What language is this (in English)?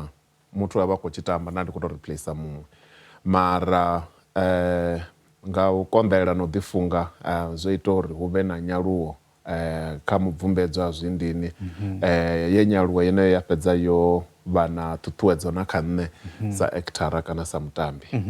Venda